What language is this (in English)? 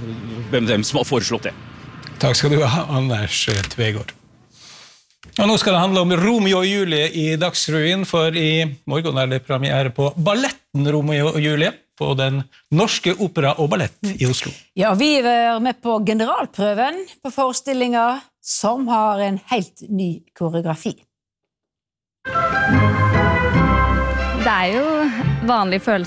Norwegian